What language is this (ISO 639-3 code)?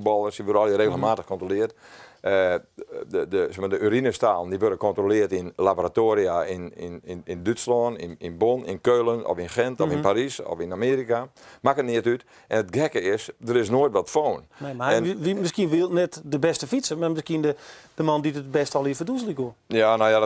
fry